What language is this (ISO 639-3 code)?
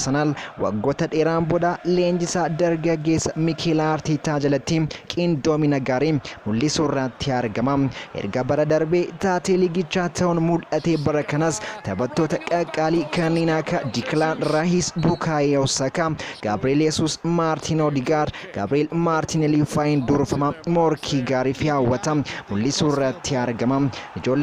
orm